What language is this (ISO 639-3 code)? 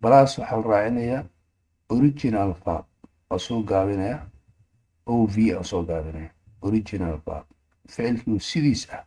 som